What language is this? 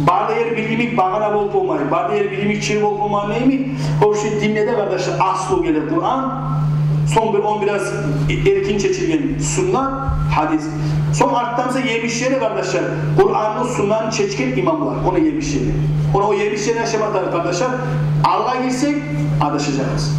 Kumyk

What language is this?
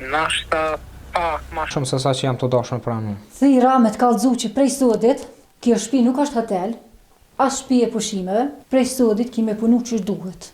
Albanian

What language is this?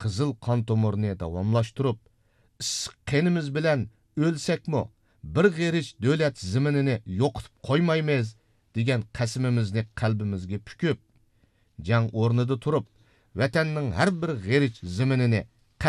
Uyghur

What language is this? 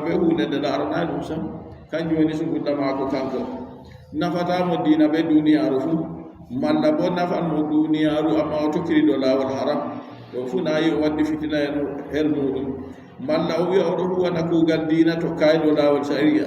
Adamawa Fulfulde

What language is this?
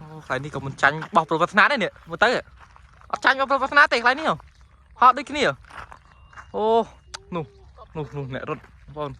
Khmer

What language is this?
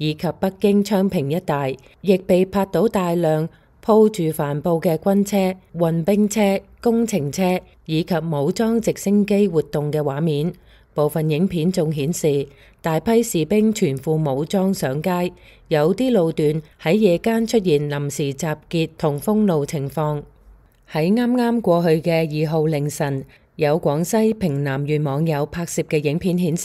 Cantonese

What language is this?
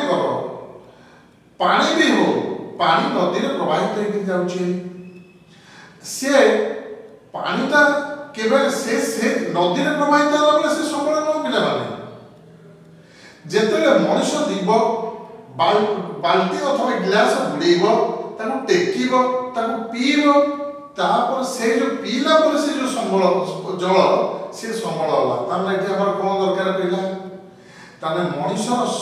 Odia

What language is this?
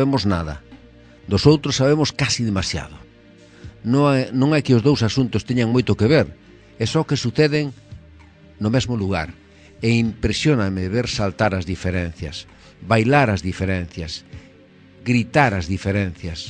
Galician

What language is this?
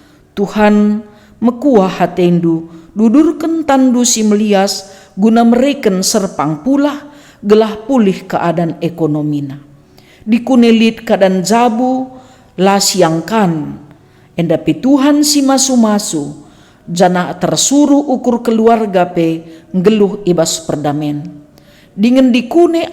Batak Karo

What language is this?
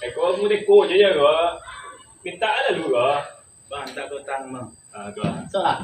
Minangkabau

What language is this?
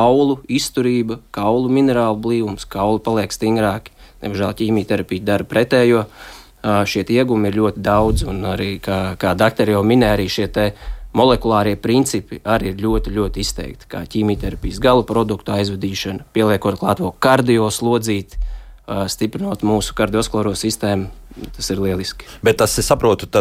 Latvian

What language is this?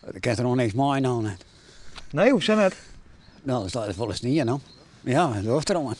Western Frisian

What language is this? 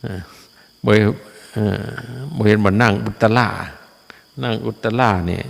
Northeastern Thai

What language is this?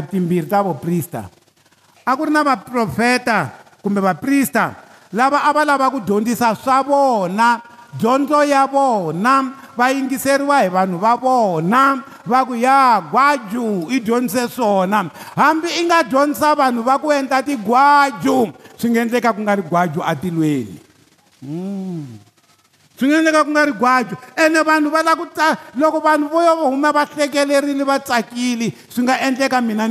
Tsonga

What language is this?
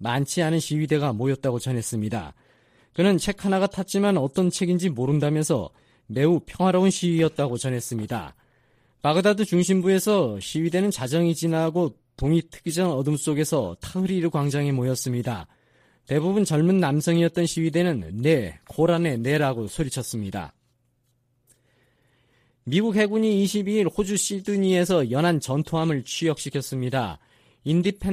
Korean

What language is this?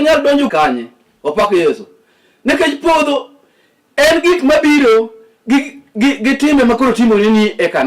Luo (Kenya and Tanzania)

